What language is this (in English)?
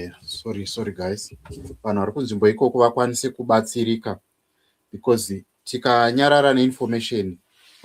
Shona